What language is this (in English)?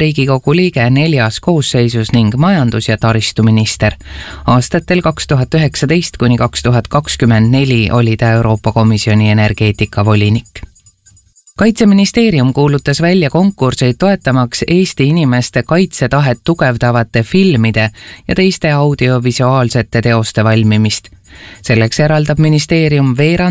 Estonian